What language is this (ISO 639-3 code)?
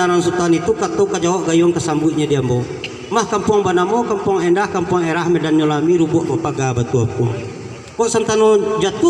min